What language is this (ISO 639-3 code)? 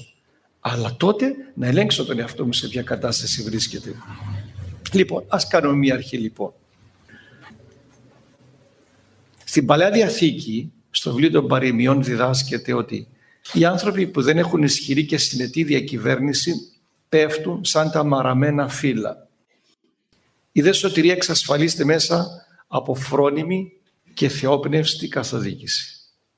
ell